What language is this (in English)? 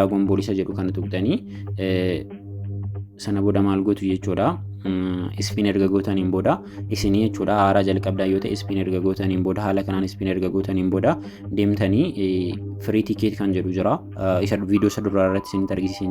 Oromo